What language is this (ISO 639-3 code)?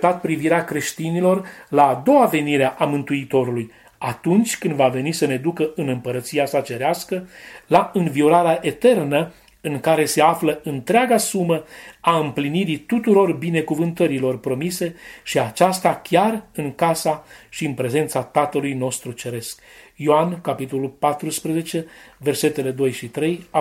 ron